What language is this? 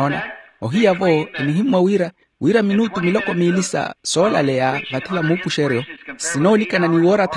Makhuwa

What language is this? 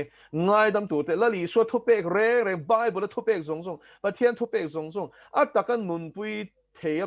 Mizo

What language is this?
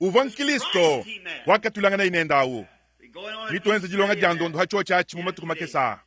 Luba-Lulua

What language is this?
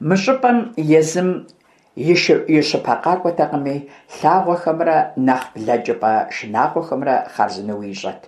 Kabardian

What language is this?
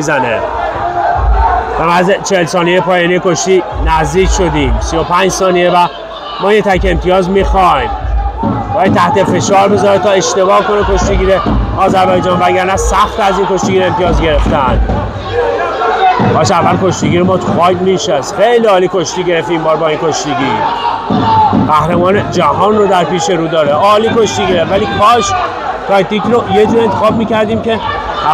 Persian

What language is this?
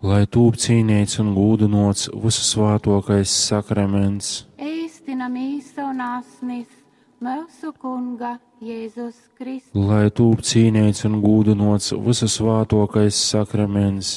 Latgalian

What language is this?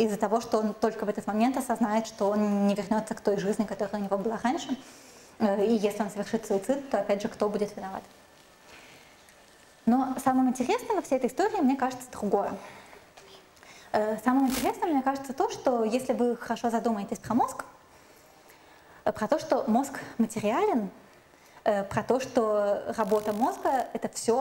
Russian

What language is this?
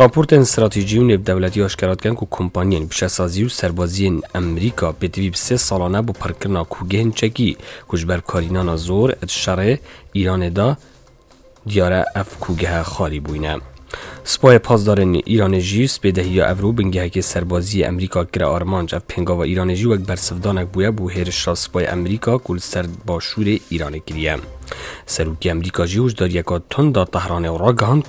Kurdish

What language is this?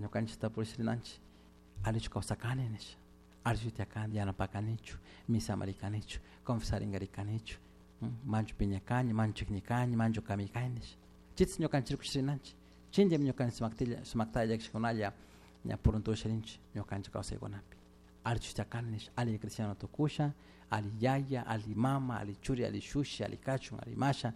Chimborazo Highland Quichua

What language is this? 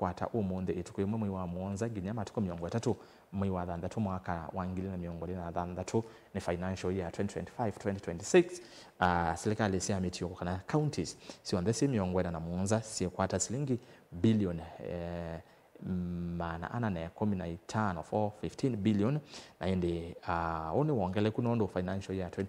Kamba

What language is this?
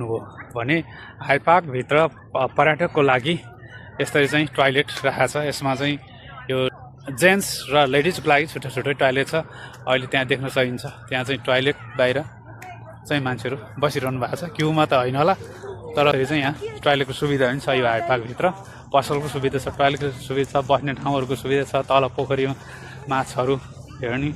Nepali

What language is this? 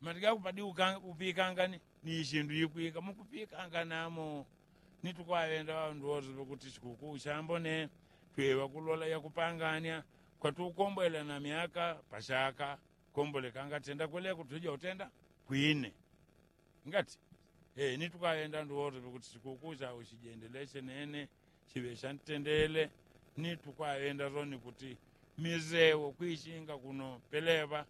Yao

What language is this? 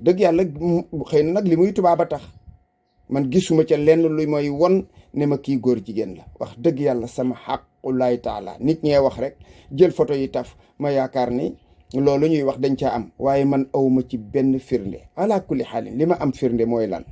Wolof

